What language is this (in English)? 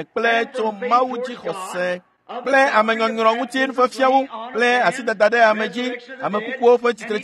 Ewe